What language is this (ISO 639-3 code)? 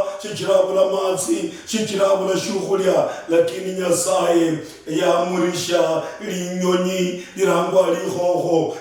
luy